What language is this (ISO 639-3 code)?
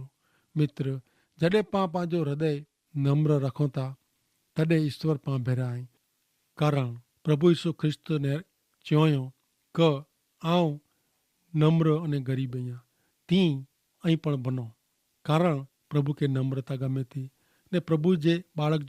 kfr